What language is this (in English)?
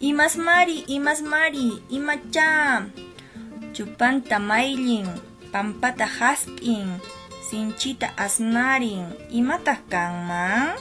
Quechua